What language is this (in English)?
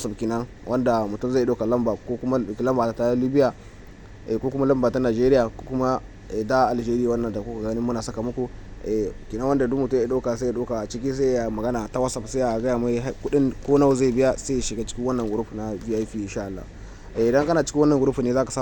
Hausa